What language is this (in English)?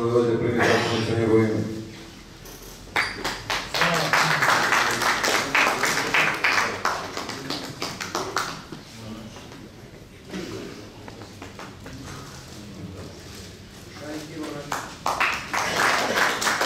Serbian